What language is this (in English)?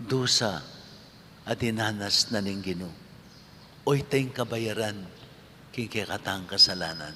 Pampanga